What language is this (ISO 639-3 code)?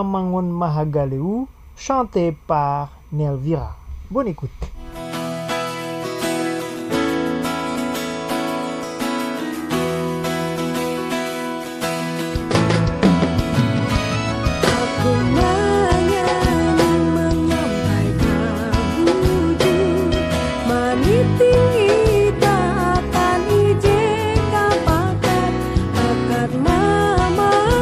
fra